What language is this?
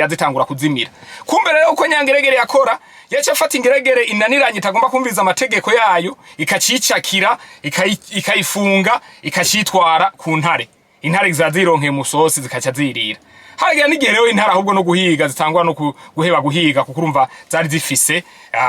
Rundi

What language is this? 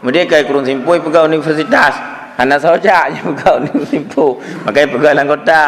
Achinese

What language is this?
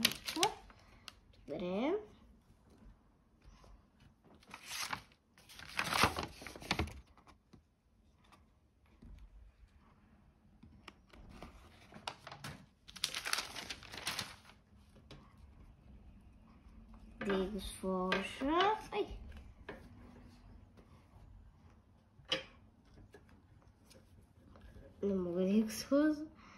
Bulgarian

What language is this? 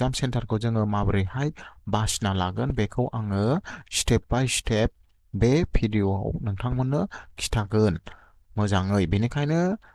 Bodo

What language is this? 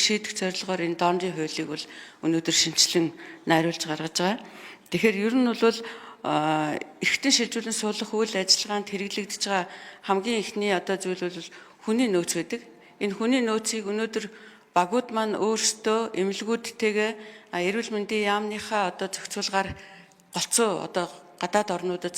Mongolian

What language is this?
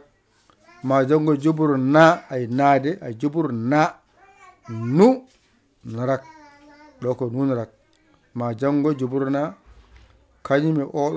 Fula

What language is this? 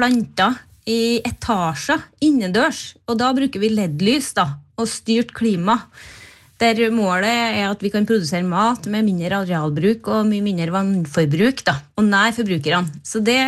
Norwegian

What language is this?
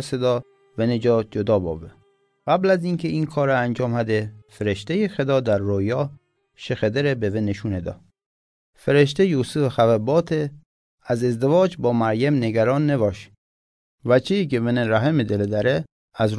Mazanderani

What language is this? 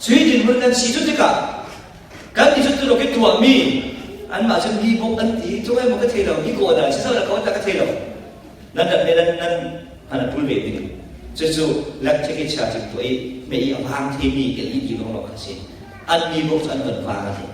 Falam Chin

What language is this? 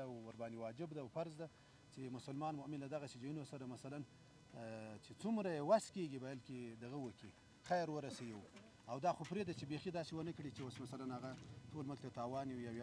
Pashto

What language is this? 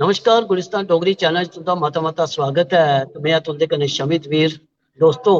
Dogri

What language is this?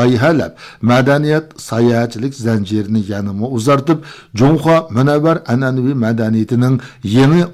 Uyghur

